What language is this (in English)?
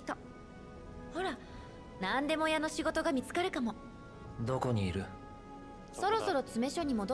Japanese